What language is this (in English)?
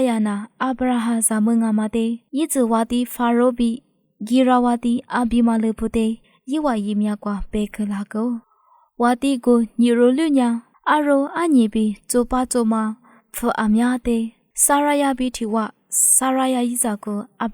Lisu